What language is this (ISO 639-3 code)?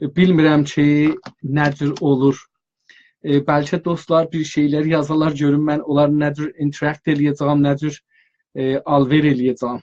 azb